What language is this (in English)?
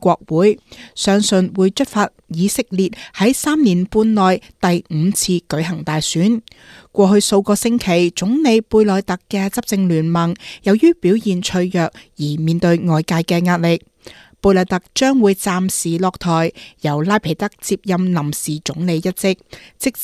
Cantonese